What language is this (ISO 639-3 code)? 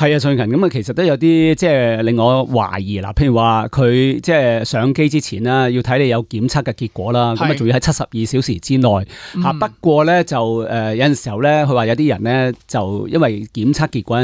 yue